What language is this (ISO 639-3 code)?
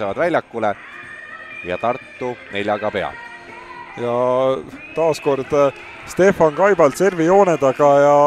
est